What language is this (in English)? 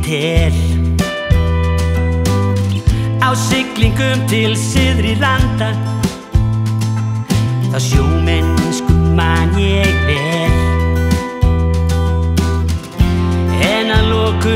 Icelandic